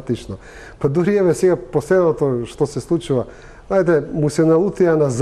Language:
Macedonian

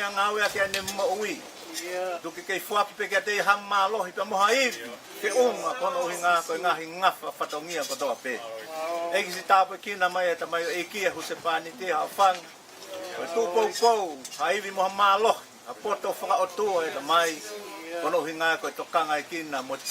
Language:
Tongan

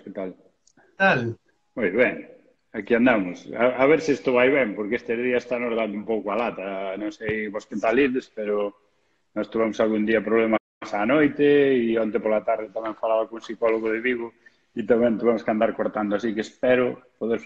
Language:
Galician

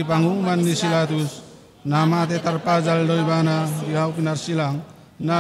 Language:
Batak Toba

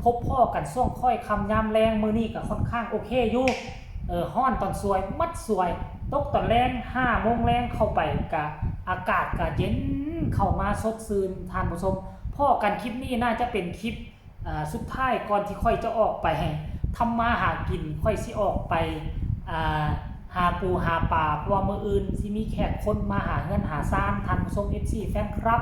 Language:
Lao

